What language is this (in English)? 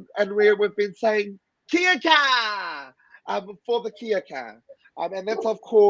Māori